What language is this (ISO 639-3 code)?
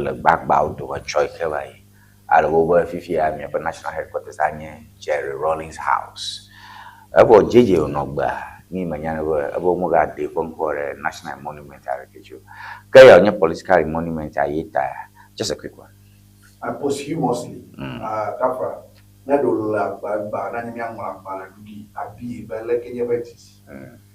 ewe